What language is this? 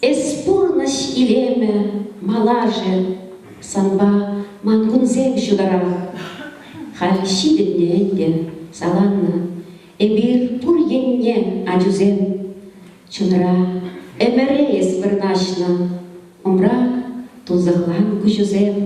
Chuvash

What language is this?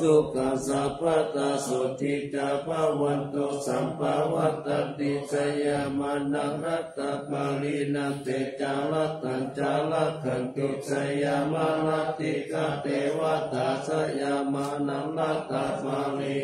Pali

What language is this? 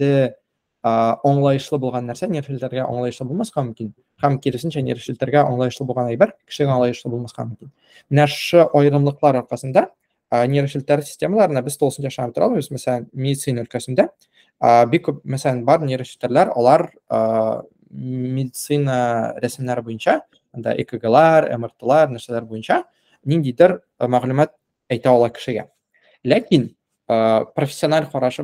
Tatar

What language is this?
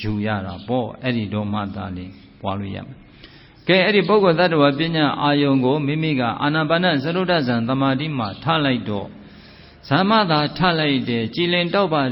Burmese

